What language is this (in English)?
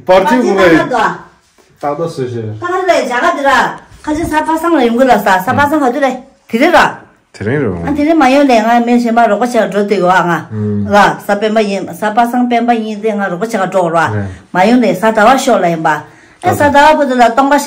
Tibetan